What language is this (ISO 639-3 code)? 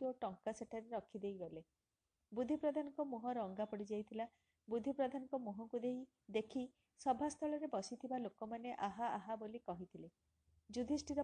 ori